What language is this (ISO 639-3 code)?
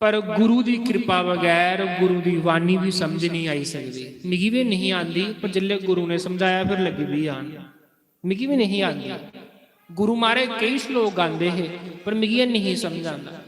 doi